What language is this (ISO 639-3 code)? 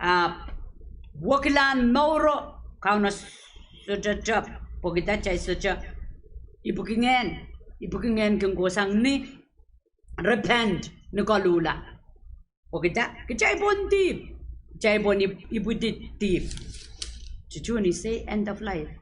pon